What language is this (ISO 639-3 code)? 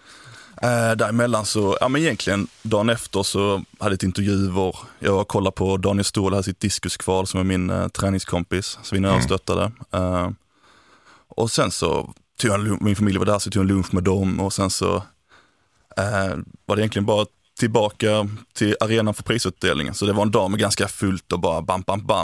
swe